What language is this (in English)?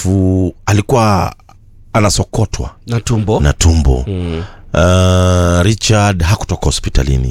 Swahili